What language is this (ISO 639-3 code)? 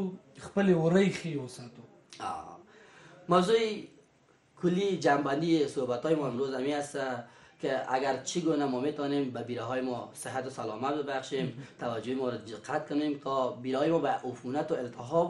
fas